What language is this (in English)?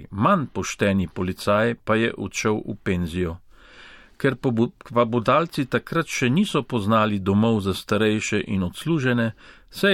Slovenian